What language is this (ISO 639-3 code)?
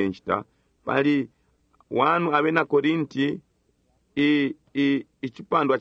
bem